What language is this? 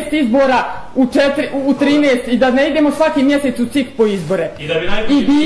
Bosnian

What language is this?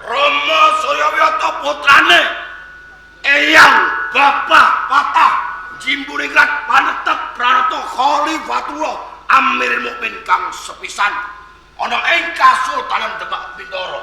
Javanese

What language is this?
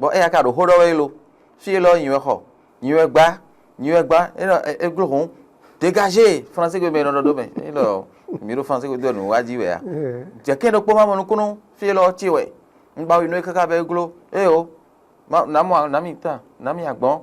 Fon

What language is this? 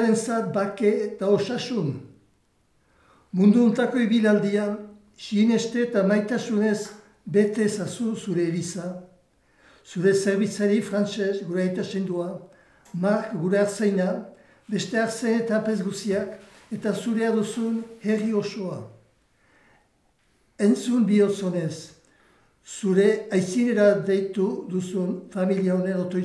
Basque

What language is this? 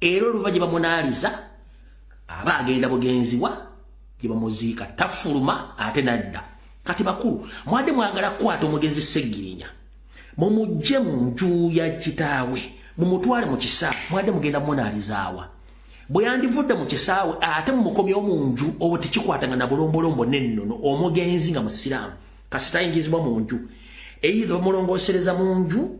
Ganda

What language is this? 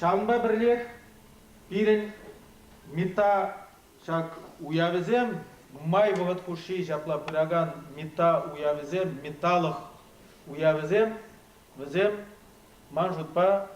Chuvash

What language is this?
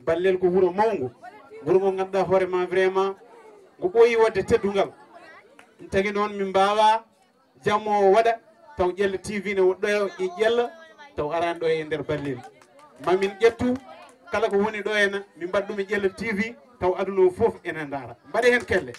Fula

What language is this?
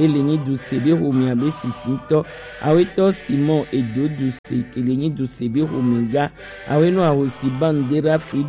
Gen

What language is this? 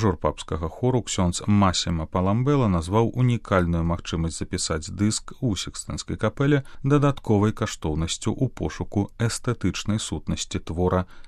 Belarusian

